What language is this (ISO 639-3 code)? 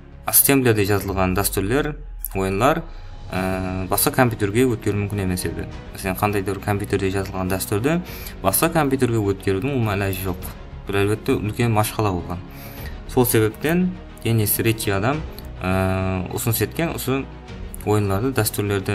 kaa